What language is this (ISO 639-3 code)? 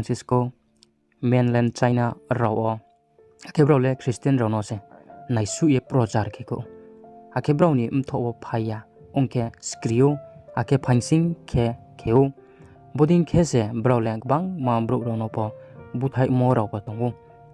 ria